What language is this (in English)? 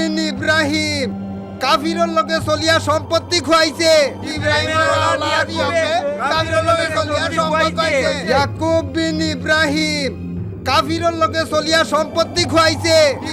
Sylheti